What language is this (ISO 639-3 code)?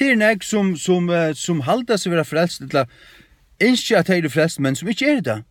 fao